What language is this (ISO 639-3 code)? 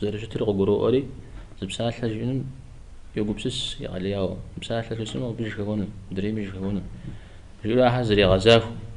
kbd